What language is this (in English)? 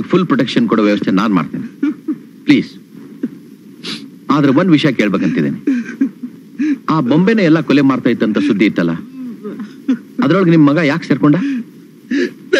Kannada